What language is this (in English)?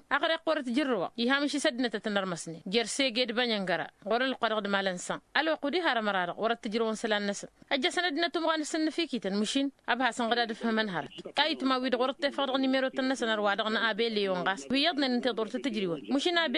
Tamasheq